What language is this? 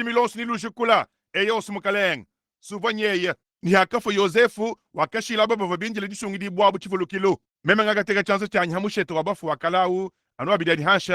Luba-Lulua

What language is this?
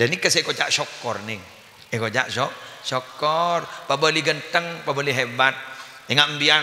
Madurese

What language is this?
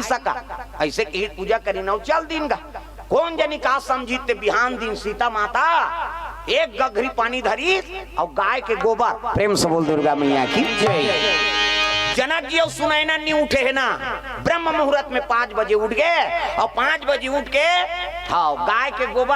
Chhattisgarhi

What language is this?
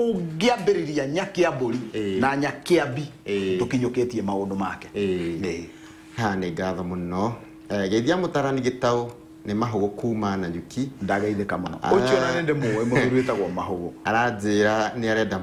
Kikuyu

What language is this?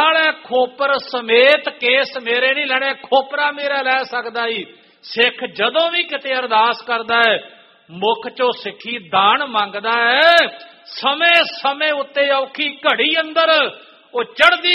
Punjabi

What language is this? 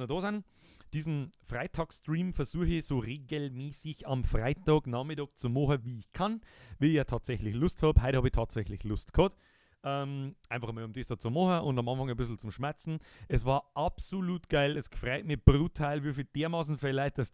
Bavarian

